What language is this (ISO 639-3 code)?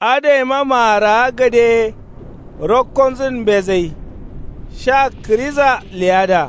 kau